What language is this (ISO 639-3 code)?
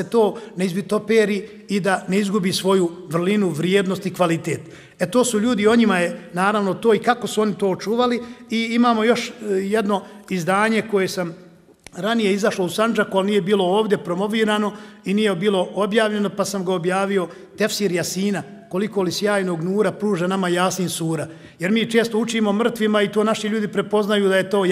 bos